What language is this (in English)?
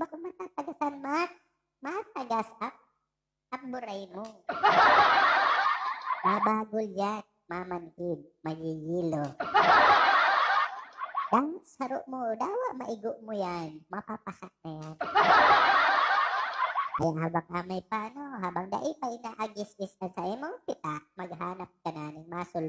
Bikol